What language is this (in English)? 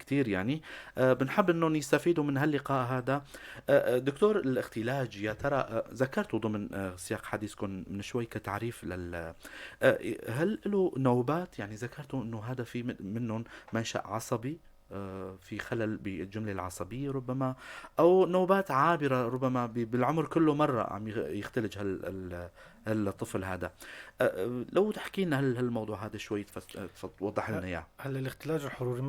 North Levantine Arabic